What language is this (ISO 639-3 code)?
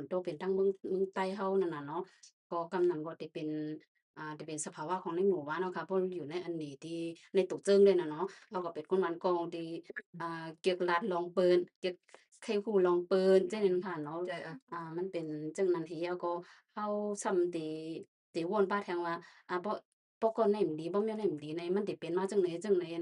shn